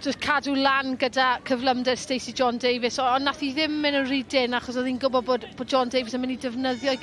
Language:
Welsh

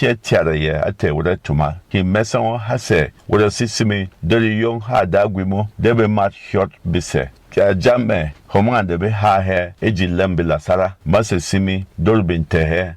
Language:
Berom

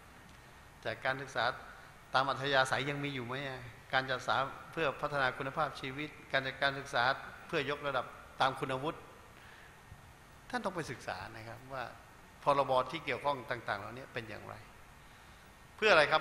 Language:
Thai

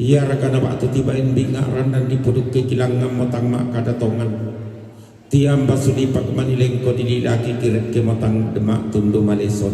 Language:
Toraja-Sa'dan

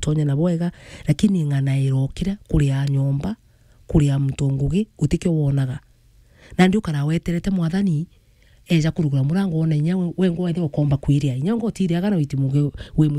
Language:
Meru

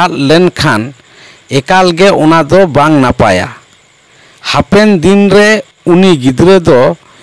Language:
Santali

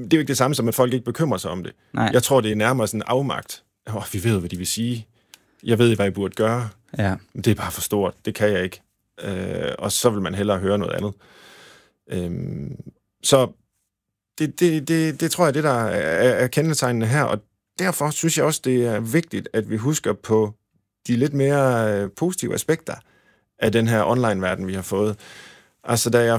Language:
Danish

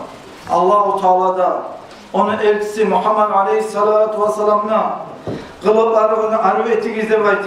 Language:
Kumyk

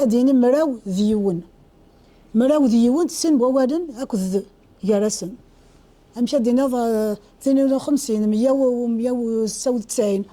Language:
Kabyle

